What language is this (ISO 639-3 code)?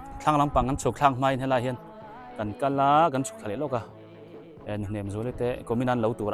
biu